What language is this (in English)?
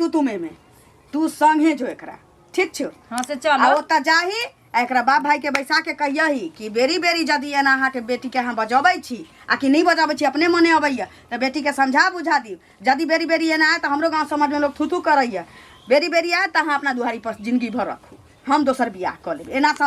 Maithili